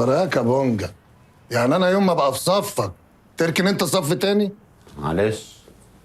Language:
Egyptian Arabic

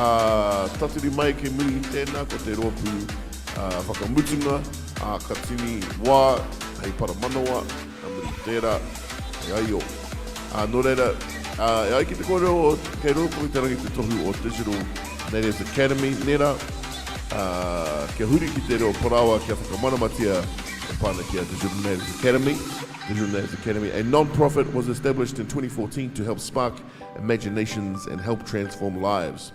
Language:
Māori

